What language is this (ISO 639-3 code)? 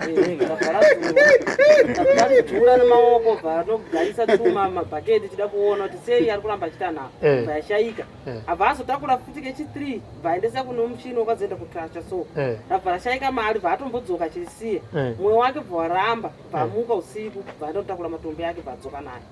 sna